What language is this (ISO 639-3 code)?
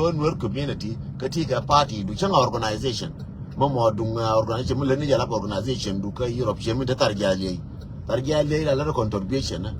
nus